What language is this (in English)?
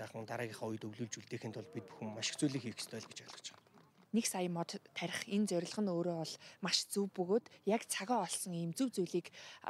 Mongolian